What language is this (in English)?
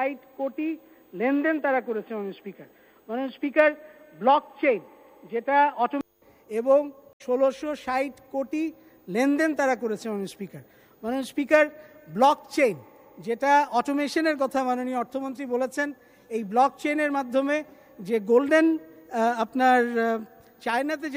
Bangla